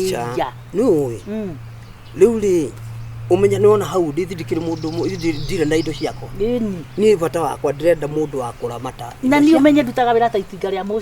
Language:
Kikuyu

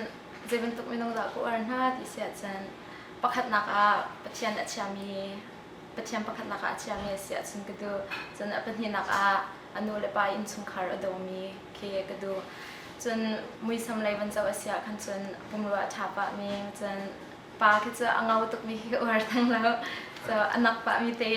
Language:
Hakha Chin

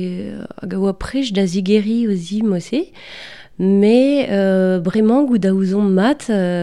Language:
Breton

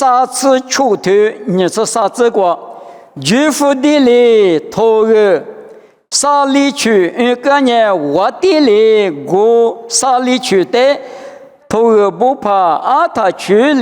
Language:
Lisu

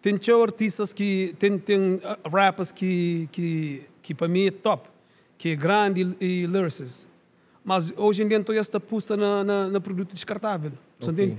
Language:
Kabuverdianu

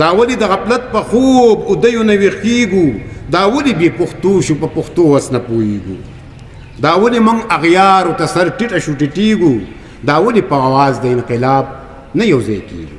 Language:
Pashto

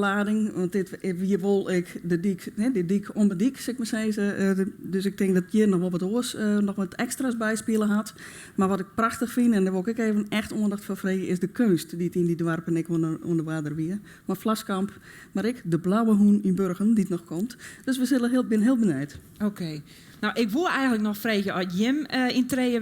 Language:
Western Frisian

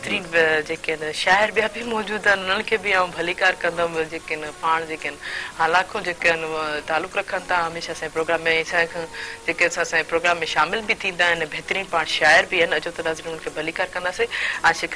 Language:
Sindhi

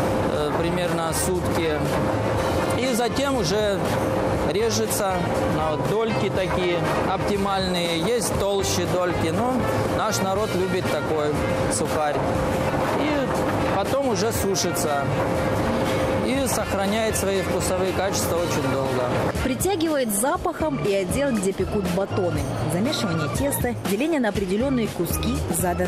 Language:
Russian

